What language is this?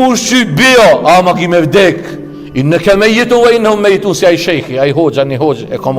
Albanian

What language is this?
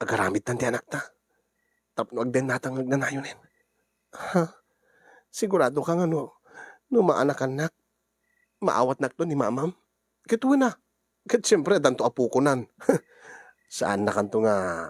Iloko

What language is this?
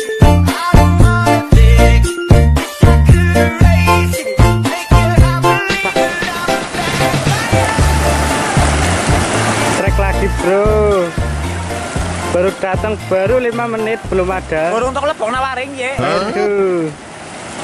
Indonesian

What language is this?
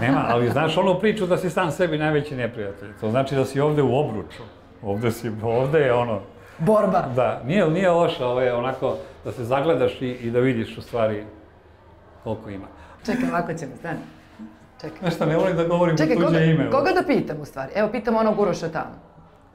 Serbian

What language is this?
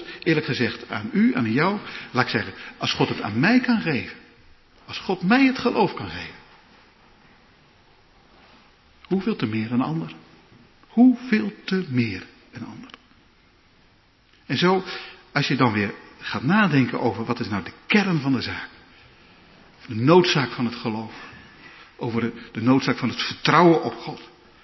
Dutch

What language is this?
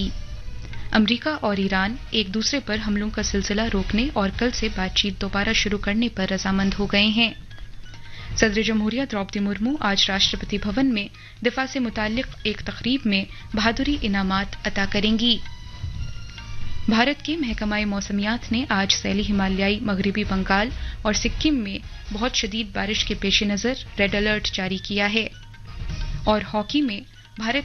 Urdu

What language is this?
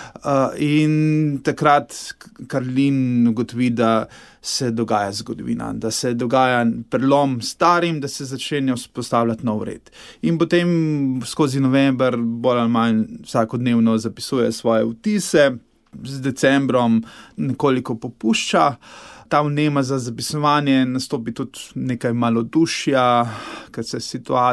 Slovenian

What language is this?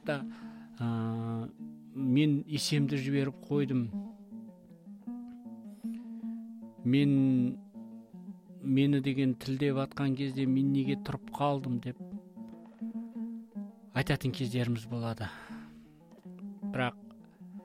Kazakh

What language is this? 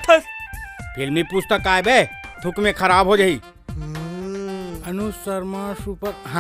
Chhattisgarhi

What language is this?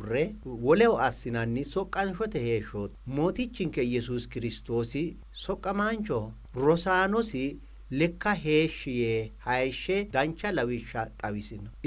Sidamo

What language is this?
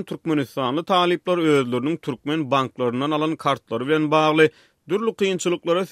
Turkmen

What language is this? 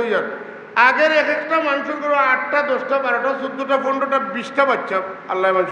Sylheti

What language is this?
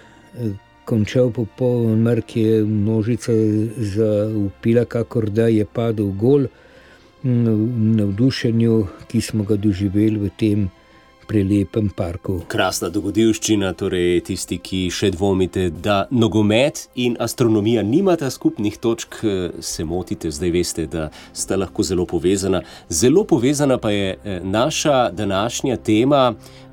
Slovenian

